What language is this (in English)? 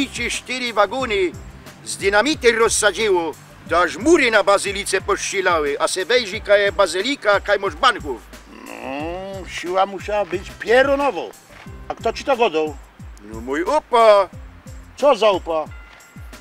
Silesian